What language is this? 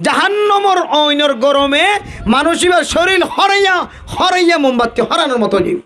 Rohingya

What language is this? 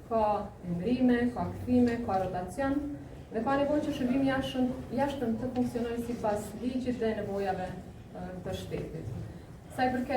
Albanian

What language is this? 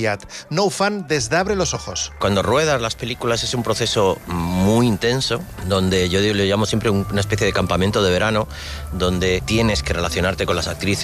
Catalan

